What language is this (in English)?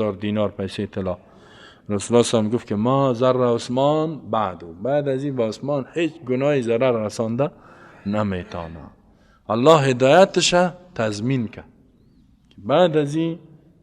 Persian